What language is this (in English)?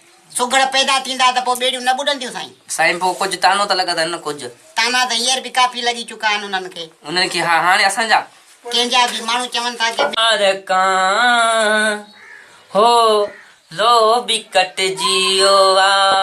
Sindhi